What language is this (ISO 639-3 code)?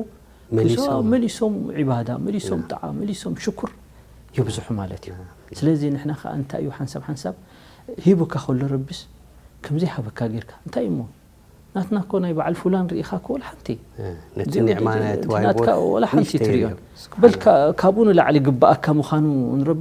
tir